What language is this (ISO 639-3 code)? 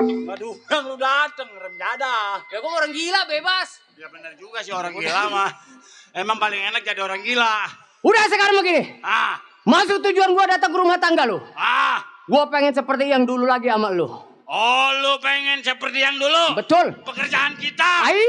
bew